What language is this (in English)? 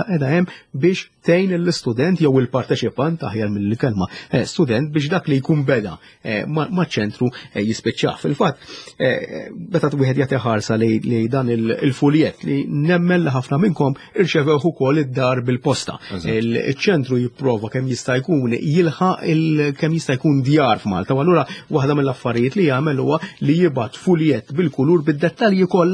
Maltese